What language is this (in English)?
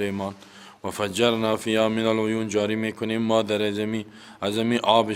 Persian